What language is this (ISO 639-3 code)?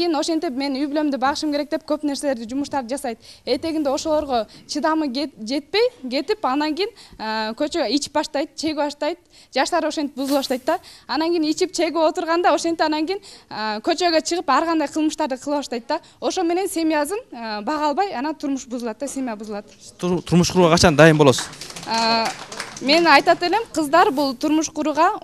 kir